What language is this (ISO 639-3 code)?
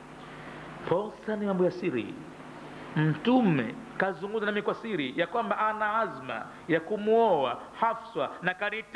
swa